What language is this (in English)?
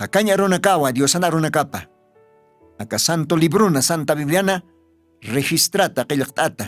Aymara